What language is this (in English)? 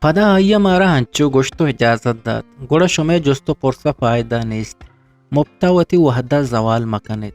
Eastern Balochi